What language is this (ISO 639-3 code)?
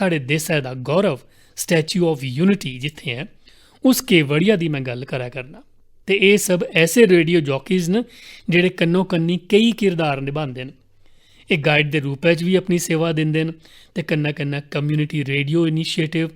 doi